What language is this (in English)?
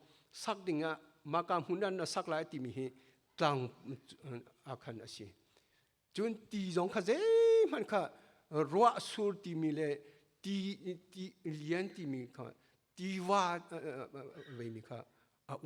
Hakha Chin